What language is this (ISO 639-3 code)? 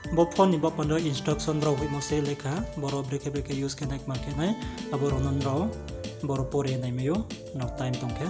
ria